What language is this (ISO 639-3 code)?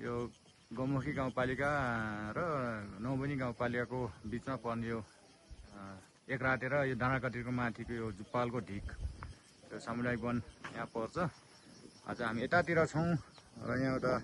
nep